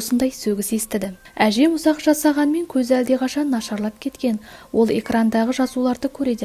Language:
Kazakh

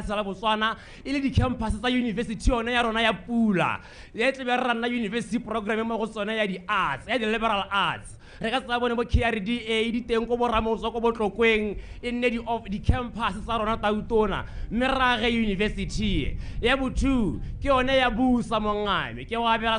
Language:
Tswana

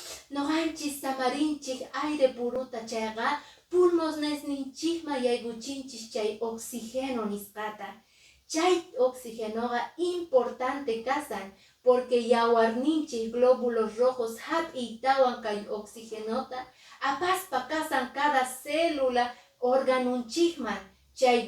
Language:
Quechua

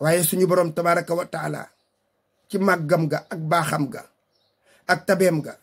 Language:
Wolof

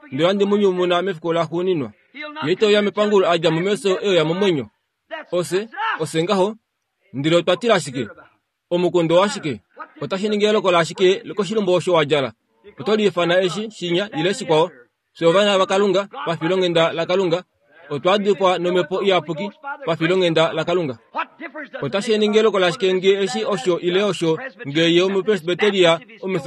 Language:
Kuanyama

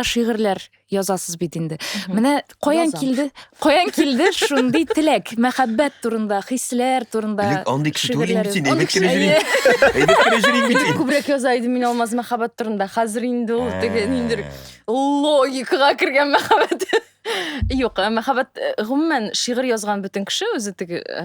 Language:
Tatar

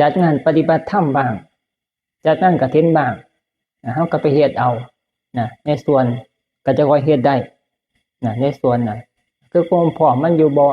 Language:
Northeastern Thai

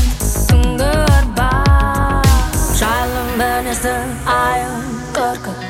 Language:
Kazakh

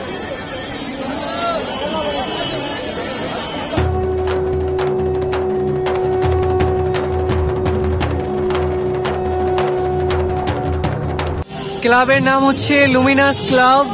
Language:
Bangla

